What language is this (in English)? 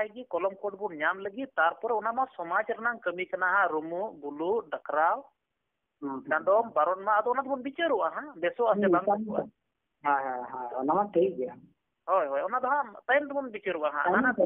Santali